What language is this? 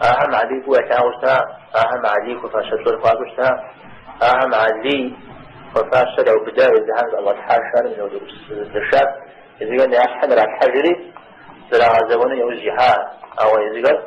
Kabardian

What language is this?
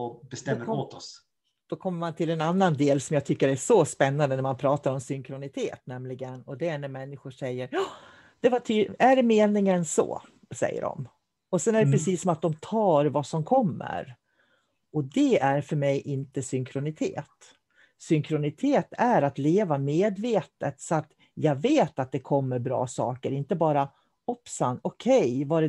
Swedish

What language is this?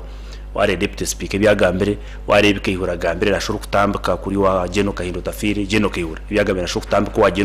Nyankole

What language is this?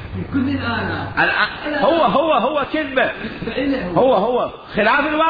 Mesopotamian Arabic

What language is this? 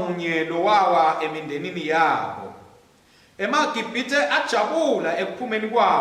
Swati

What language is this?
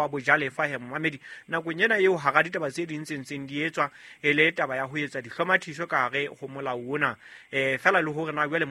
Southern Sotho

